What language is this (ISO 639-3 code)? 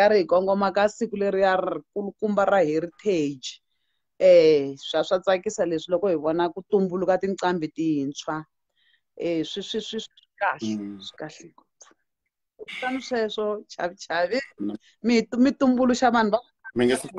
tso